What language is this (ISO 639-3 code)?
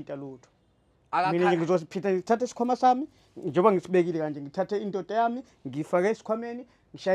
zul